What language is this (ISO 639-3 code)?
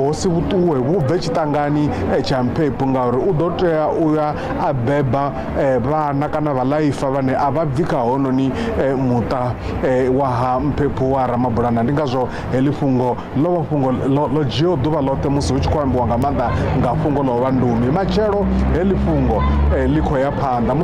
ven